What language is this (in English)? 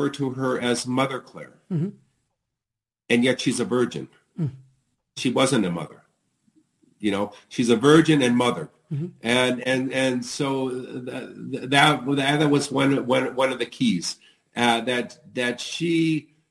English